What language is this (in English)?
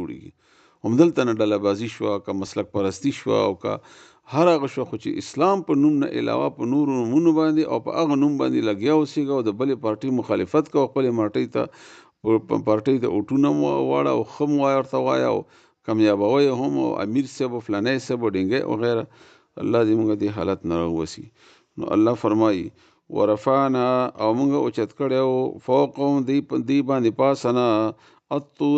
Pashto